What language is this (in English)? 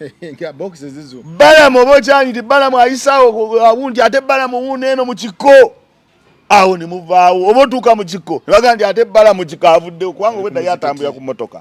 Ganda